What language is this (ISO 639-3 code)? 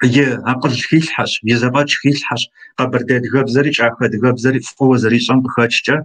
kbd